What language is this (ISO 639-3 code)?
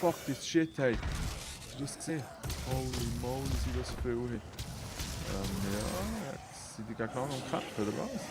gsw